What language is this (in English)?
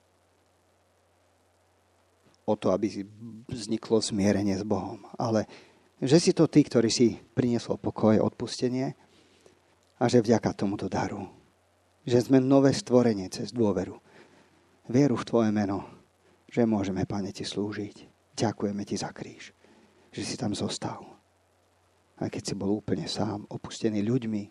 Slovak